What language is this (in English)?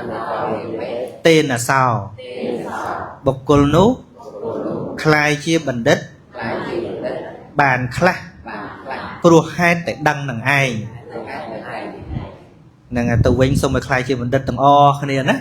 Khmer